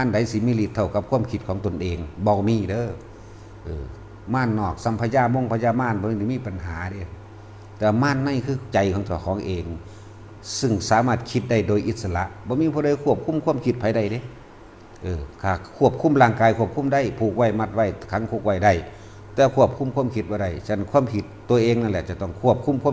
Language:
Lao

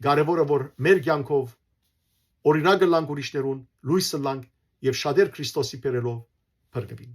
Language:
Western Armenian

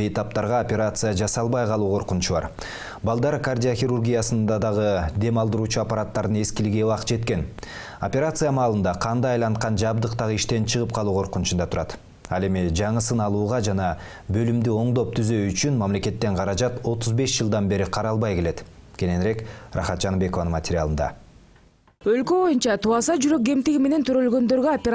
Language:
Kyrgyz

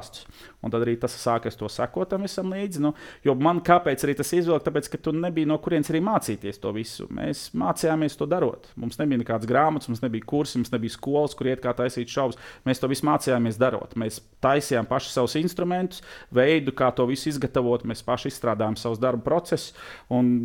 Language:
Latvian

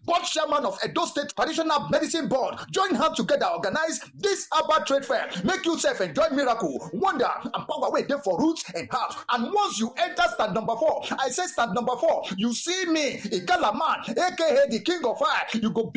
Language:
Nigerian Pidgin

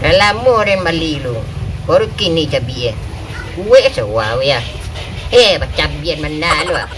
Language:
Minangkabau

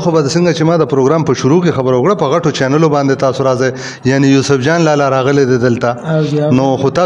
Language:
Pashto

